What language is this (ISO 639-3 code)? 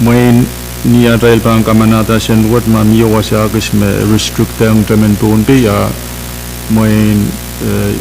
pon